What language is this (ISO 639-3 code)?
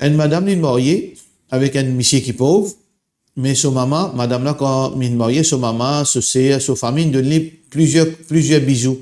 mfe